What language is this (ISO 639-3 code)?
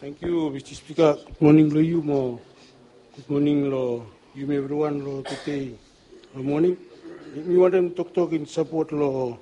bis